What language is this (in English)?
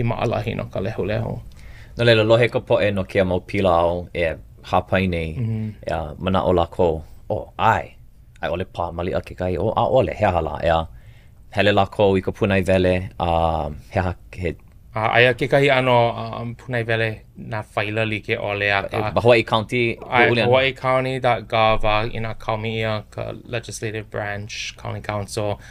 Hawaiian